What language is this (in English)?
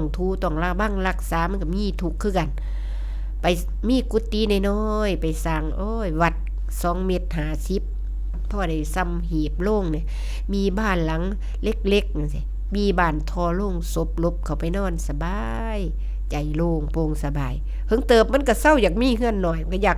Northeastern Thai